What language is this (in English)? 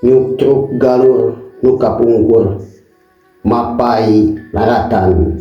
Sundanese